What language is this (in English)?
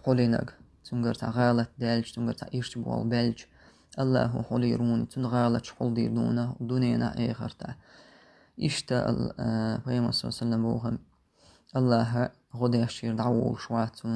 Chechen